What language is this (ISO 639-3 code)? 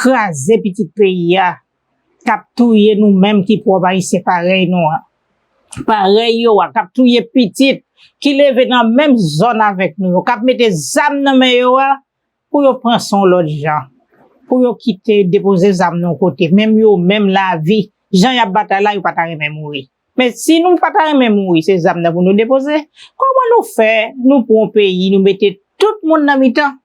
hat